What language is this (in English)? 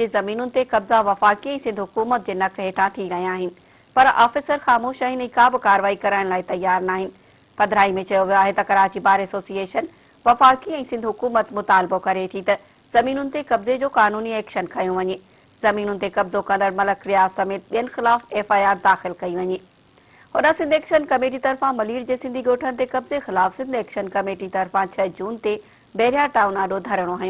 Sindhi